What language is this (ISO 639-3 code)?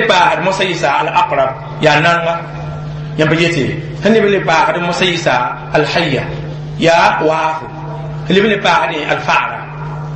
mos